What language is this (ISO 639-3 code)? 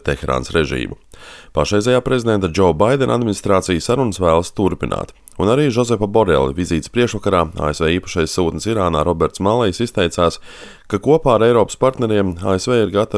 lav